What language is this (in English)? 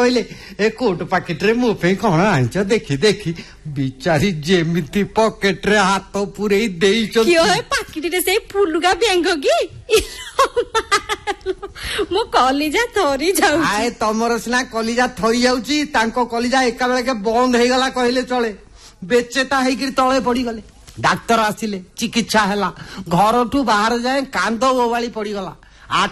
Odia